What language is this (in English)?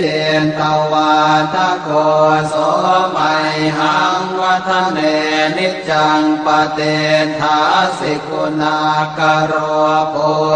Pali